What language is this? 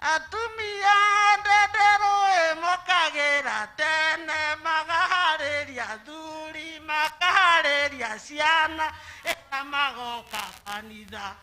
Kikuyu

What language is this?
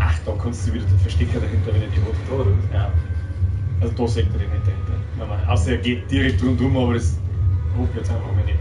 Bavarian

